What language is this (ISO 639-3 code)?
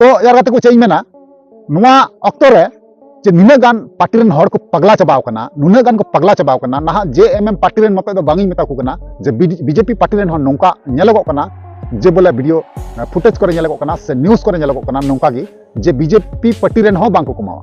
sat